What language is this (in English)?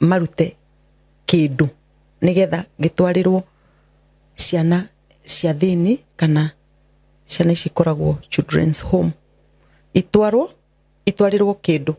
Kikuyu